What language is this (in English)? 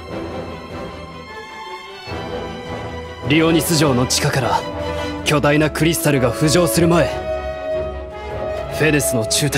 Japanese